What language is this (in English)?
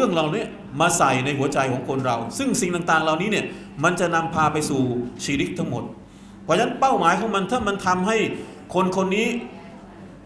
Thai